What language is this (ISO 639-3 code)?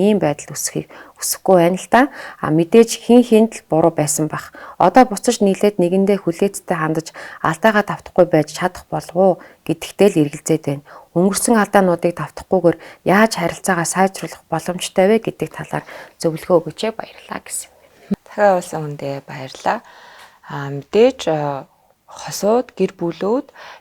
mon